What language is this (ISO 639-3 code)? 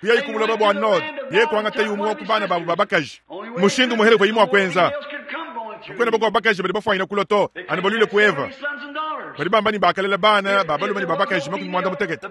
lua